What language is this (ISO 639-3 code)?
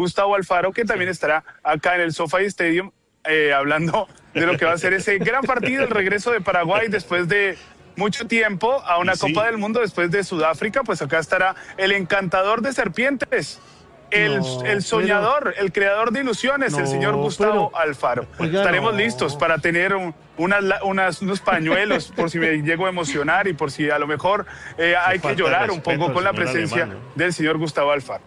spa